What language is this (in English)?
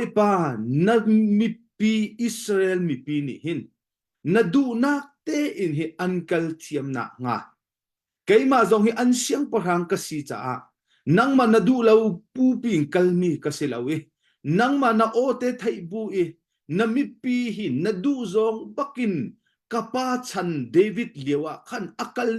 Hakha Chin